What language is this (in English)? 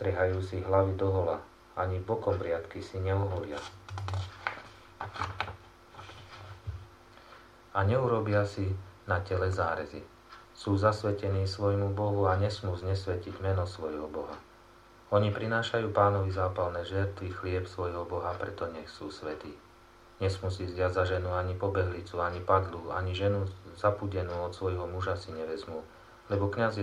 Slovak